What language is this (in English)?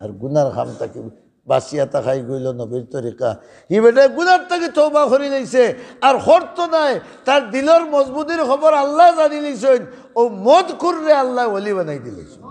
Sylheti